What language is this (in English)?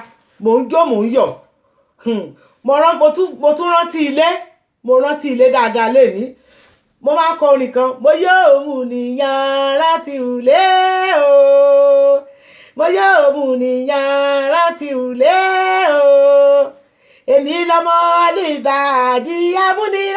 Yoruba